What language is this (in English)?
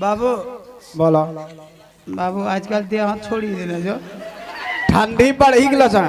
Maithili